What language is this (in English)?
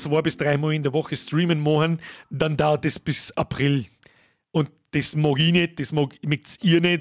Bavarian